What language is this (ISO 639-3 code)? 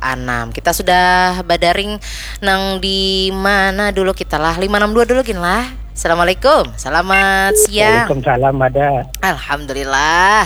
bjn